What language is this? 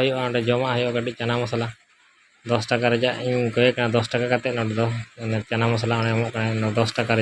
Santali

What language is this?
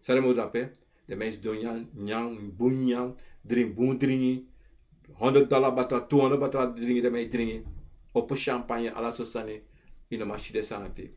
Sranan Tongo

